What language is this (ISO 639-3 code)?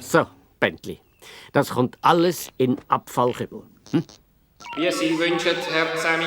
gsw